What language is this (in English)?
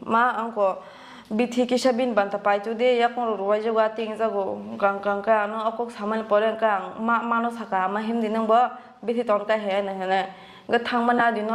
Kok Borok